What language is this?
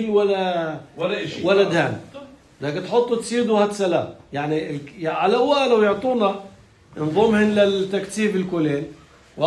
North Levantine Arabic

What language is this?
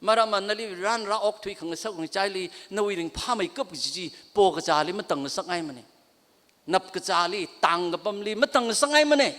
Tangkhul Naga (India)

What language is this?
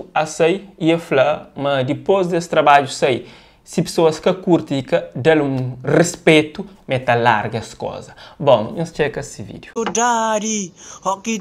Kabuverdianu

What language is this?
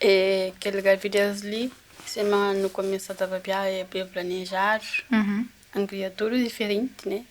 Kabuverdianu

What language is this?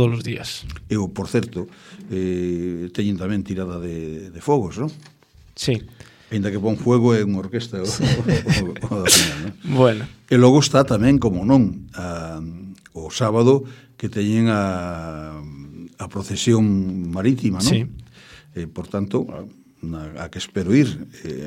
Galician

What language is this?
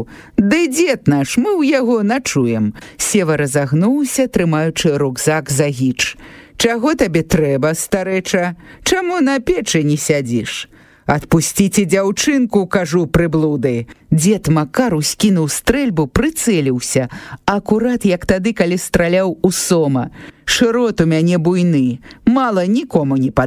Belarusian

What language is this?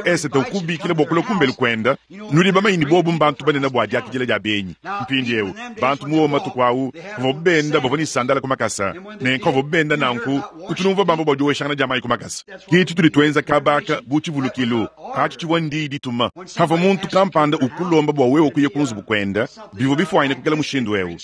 Luba-Lulua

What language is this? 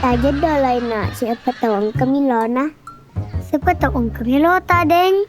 Buginese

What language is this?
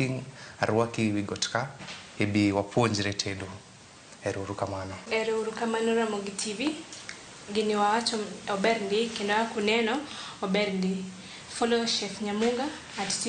Luo (Kenya and Tanzania)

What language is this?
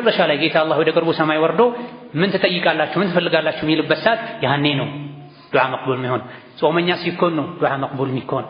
Amharic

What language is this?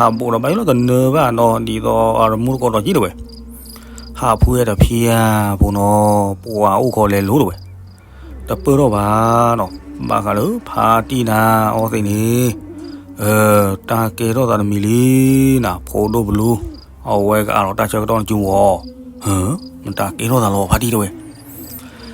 S'gaw Karen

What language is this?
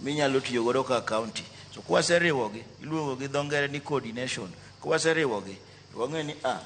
Luo (Kenya and Tanzania)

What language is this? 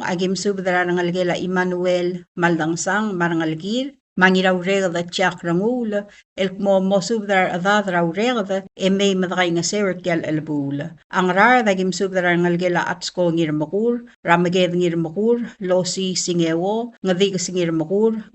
Palauan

